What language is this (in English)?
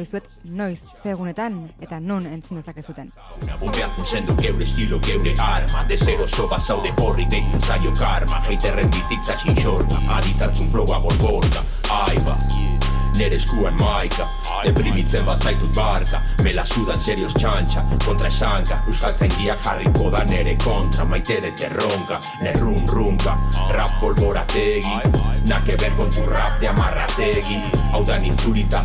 Basque